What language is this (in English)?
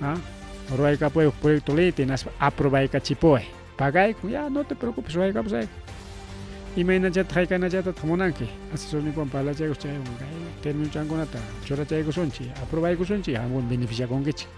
Ayacucho Quechua